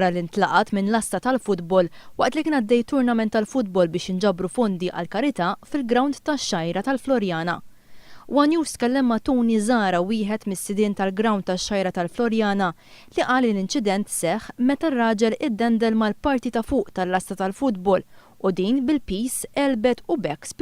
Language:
Maltese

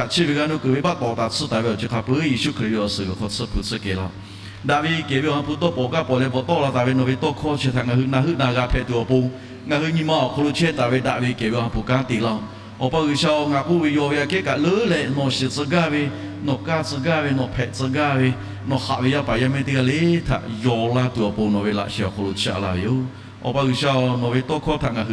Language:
Lahu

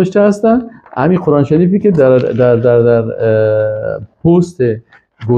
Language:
Persian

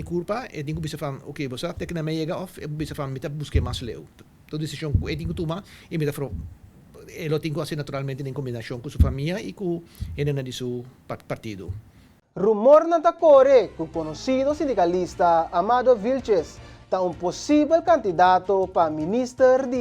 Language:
Papiamento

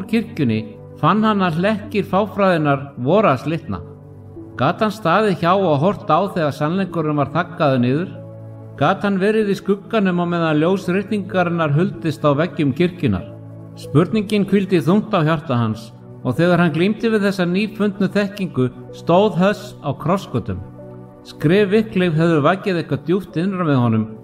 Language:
Icelandic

